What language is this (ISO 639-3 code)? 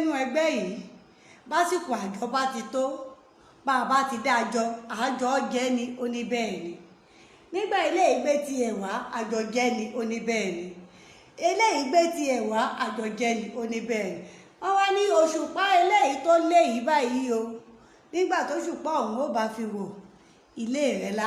yor